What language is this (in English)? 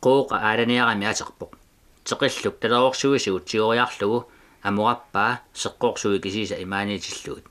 Kalaallisut